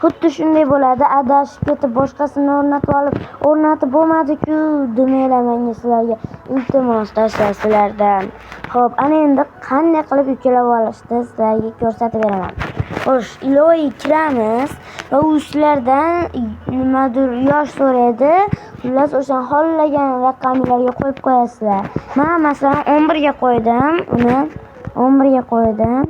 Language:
Uzbek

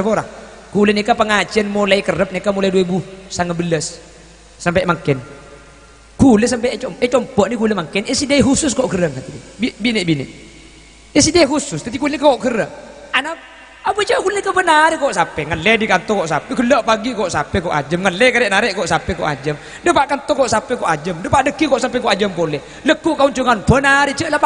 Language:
Madurese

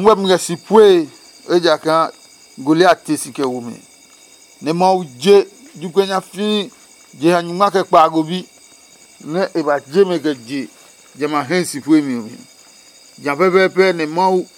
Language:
Adangme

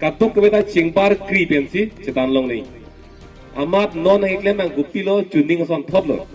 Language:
Karbi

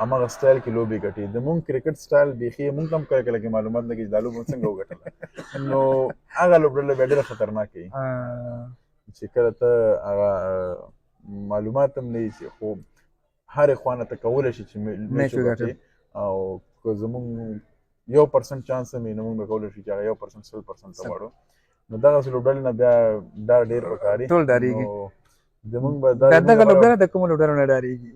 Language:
Pashto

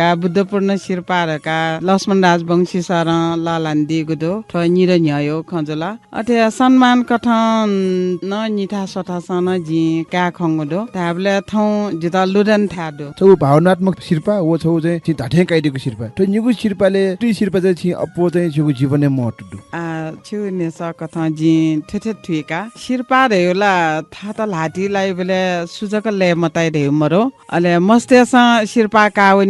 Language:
Newari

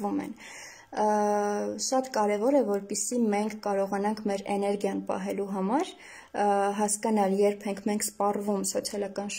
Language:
Armenian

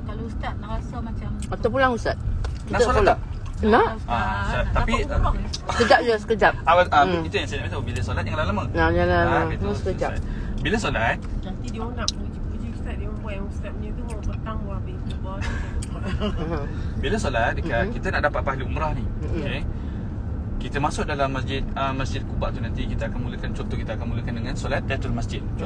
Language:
Malay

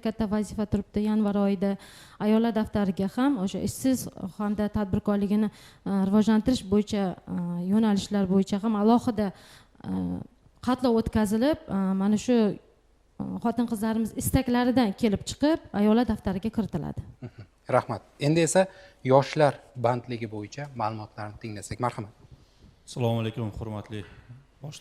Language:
Uzbek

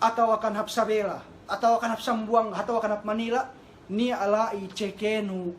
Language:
Yakan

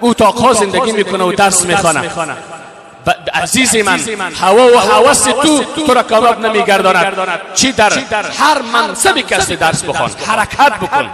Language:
Persian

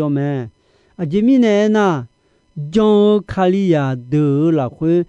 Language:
Akha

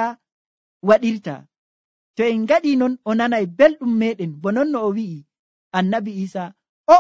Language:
Nigerian Fulfulde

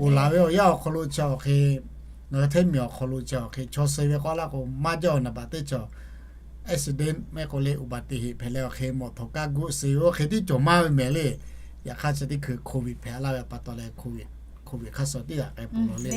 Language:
Lahu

